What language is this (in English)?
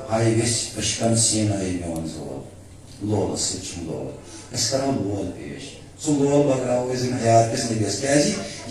Kashmiri